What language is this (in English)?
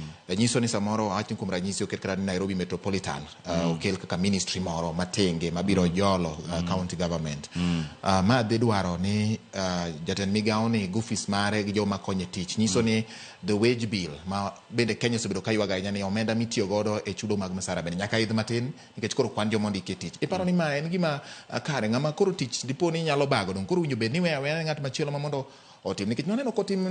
Luo (Kenya and Tanzania)